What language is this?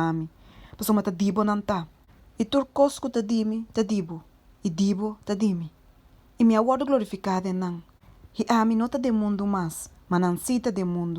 Papiamento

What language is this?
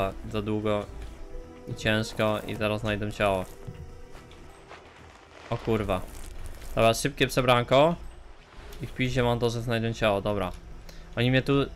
Polish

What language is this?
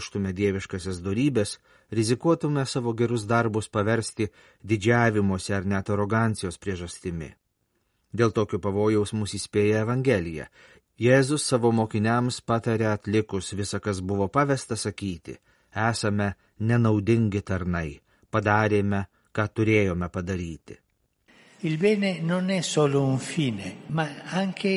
Lithuanian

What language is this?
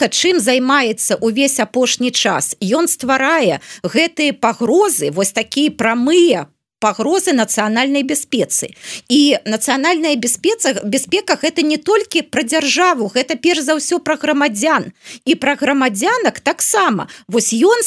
Belarusian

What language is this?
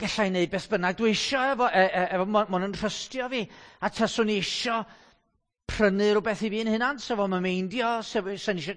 Welsh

